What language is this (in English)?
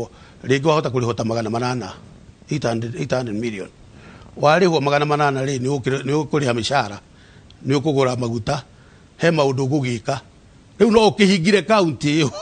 Kikuyu